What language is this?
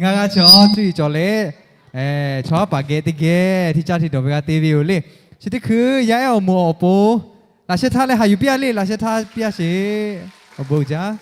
Lahu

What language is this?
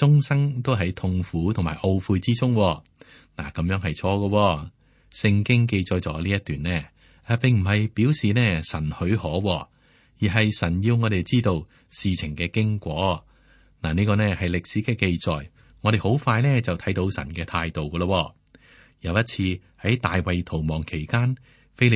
Cantonese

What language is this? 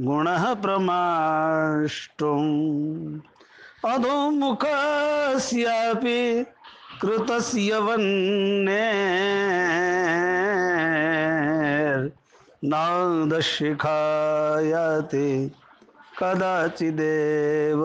Sanskrit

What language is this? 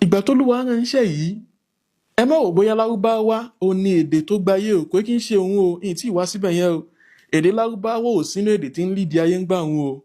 Yoruba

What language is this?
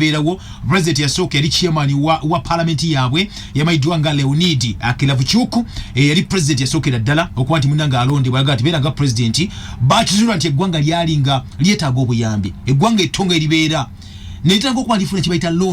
Ganda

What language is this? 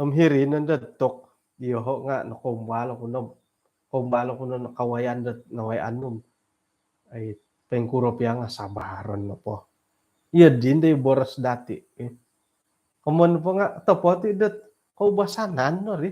Central Dusun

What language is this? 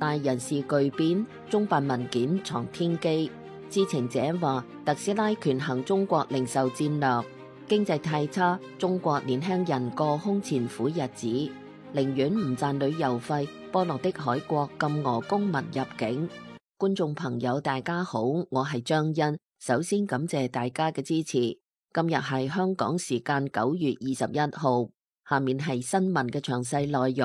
Cantonese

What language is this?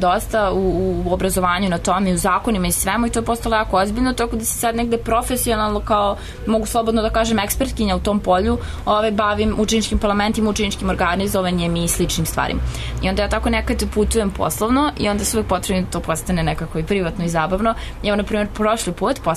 Serbian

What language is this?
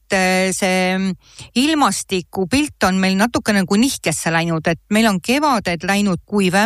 Estonian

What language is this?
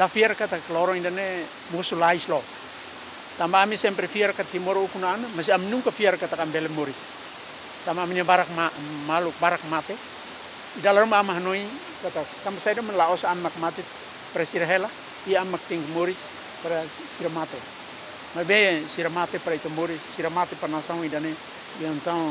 Tetum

